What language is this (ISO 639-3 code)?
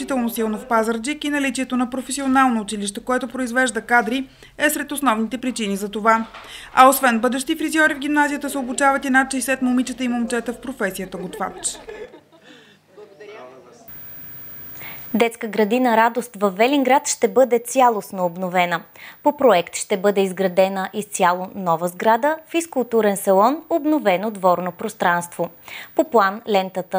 bul